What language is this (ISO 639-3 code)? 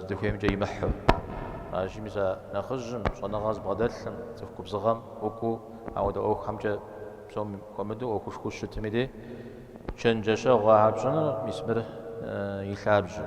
kbd